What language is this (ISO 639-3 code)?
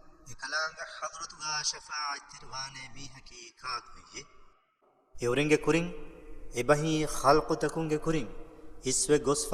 div